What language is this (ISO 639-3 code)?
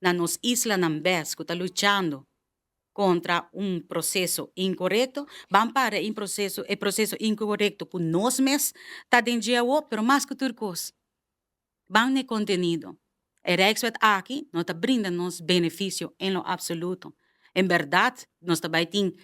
pap